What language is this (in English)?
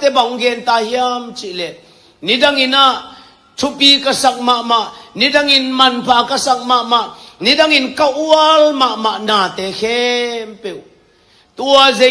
Tedim Chin